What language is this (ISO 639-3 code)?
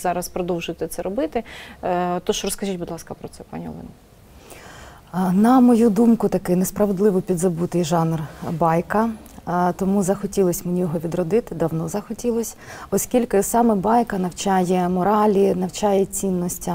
ukr